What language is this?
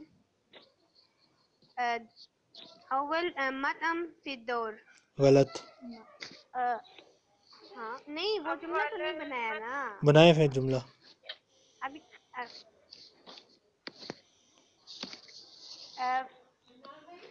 Urdu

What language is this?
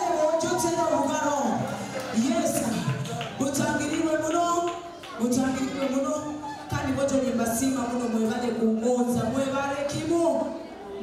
Nyoro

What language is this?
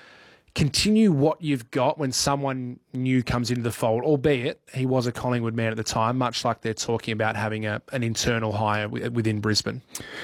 English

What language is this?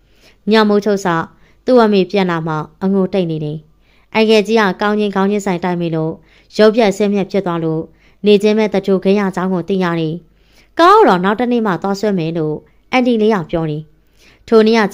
Burmese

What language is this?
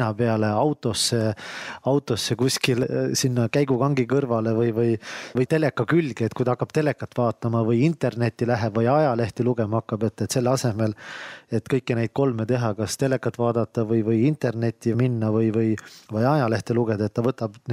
Estonian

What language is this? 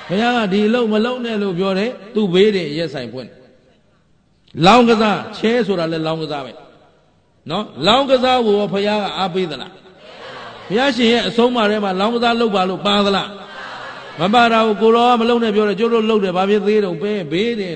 Burmese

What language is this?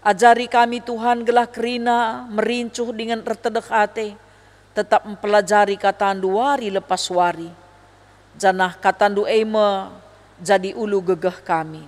Batak Karo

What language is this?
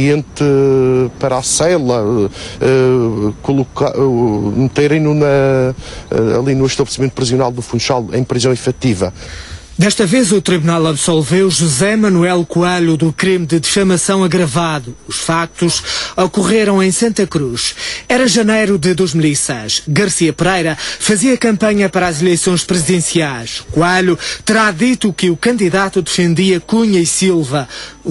Portuguese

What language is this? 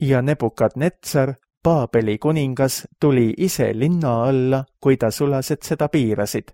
Estonian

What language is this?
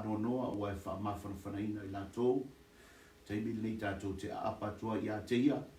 Samoan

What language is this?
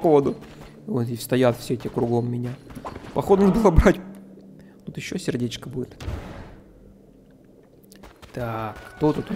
Russian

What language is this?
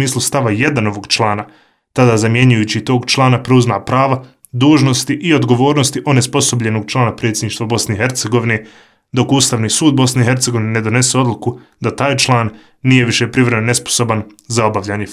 Croatian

